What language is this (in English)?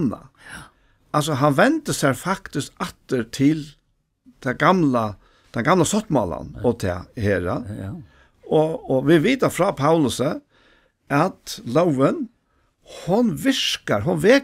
Faroese